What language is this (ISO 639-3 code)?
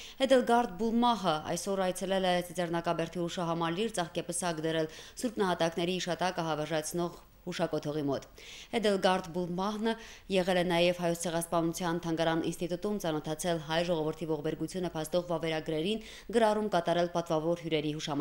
hye